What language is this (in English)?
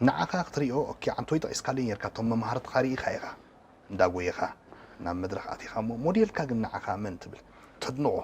Tigrinya